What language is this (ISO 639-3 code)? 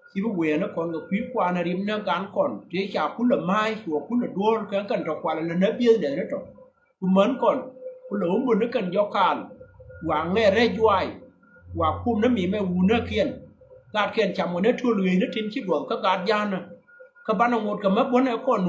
nus